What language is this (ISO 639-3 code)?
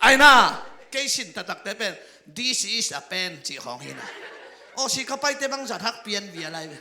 ctd